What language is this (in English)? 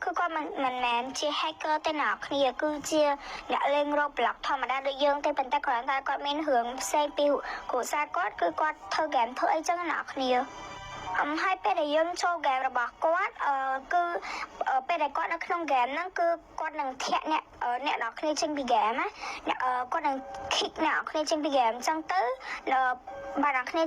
Khmer